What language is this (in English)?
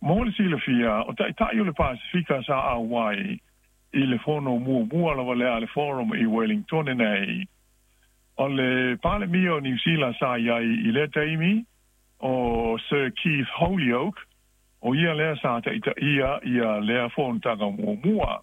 Samoan